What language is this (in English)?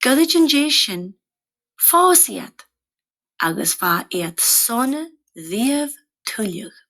Scottish Gaelic